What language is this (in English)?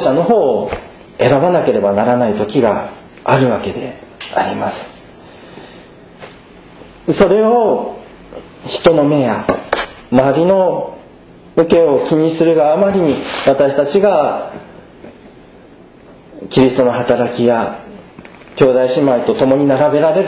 Japanese